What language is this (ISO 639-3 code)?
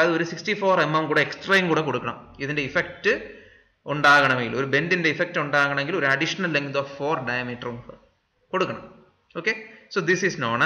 mal